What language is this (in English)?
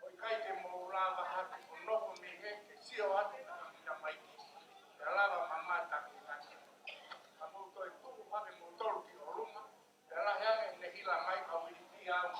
Tongan